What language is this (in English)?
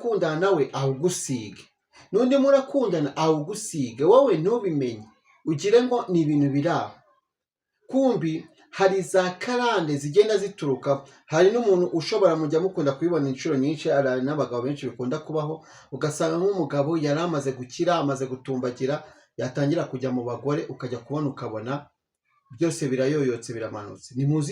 Kinyarwanda